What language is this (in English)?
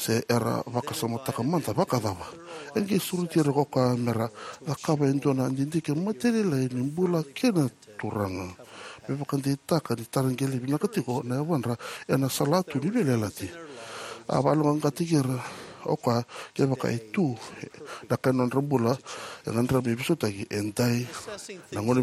Fijian